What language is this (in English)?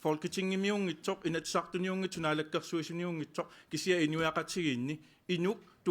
Kalaallisut